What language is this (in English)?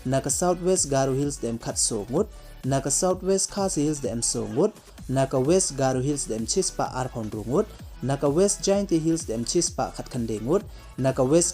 Pnar